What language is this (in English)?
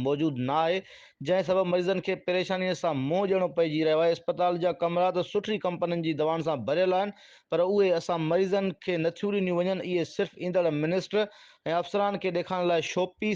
Sindhi